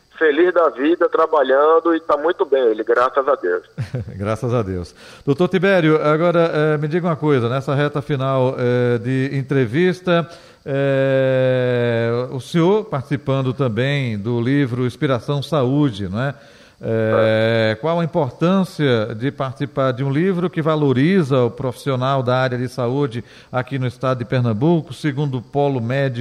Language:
Portuguese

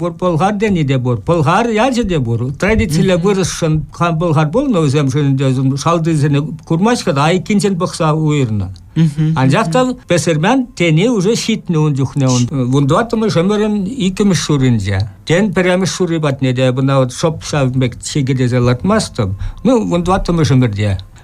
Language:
Chuvash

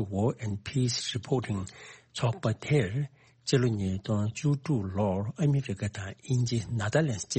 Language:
Tibetan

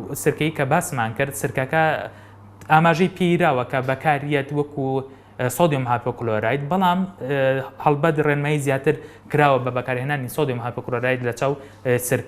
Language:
Central Kurdish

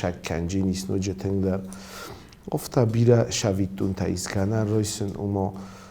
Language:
Ossetic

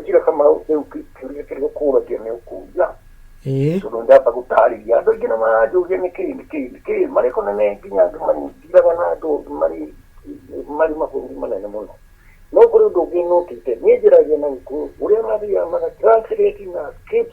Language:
Kikuyu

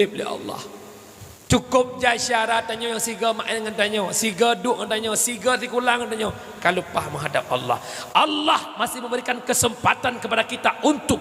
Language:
Achinese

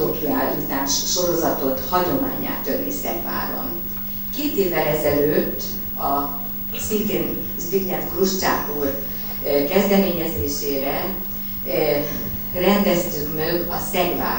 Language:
Hungarian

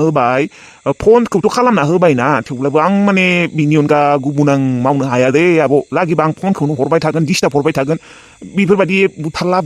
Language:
Bodo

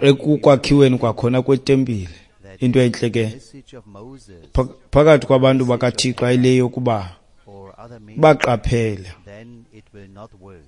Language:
Xhosa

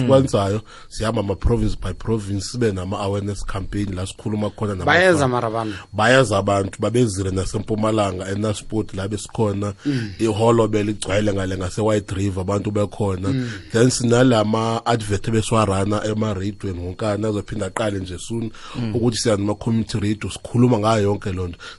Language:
South Ndebele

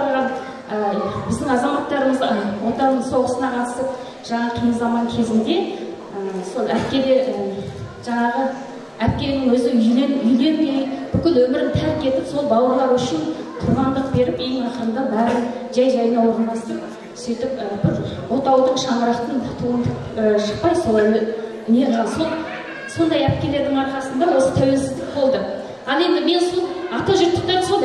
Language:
Kazakh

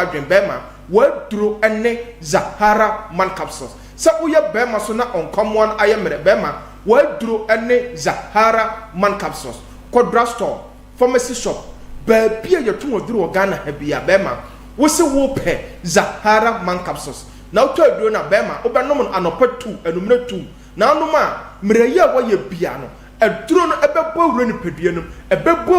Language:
Akan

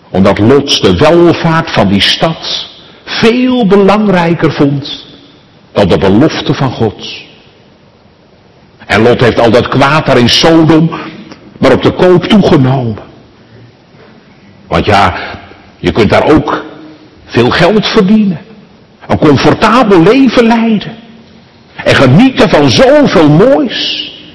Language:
Dutch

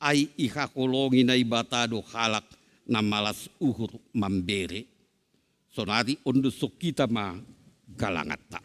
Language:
Batak Simalungun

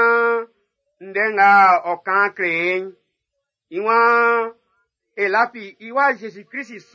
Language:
Baoulé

